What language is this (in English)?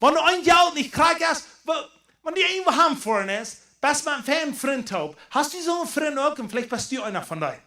Plautdietsch